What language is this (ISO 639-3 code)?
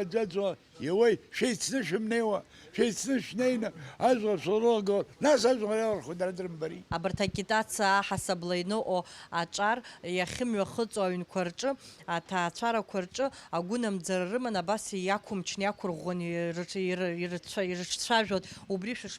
abk